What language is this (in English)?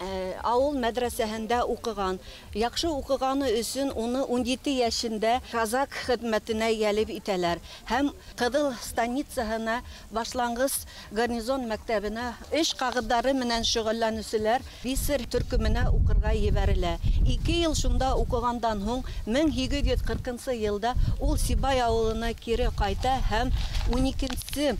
Bashkir